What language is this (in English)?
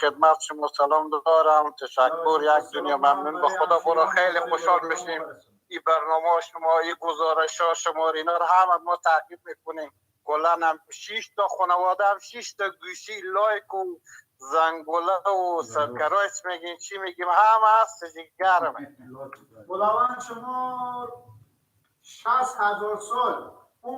Persian